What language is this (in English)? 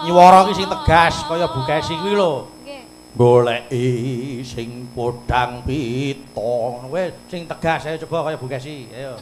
Javanese